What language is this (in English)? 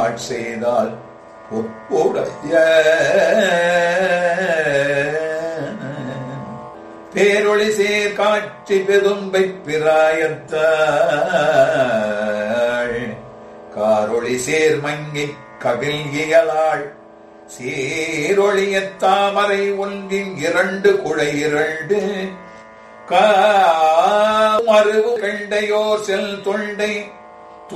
Tamil